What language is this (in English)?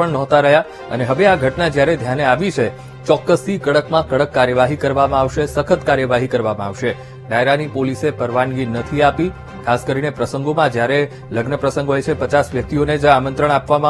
Gujarati